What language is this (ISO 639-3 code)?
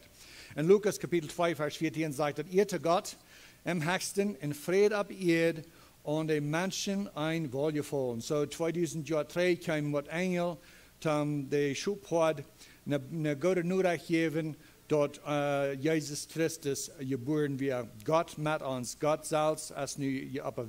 pdt